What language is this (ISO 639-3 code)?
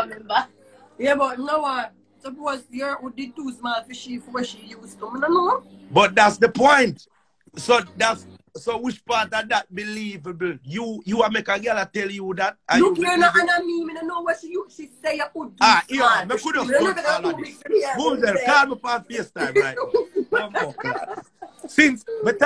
jam